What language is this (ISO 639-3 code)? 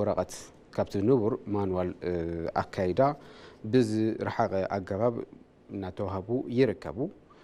tir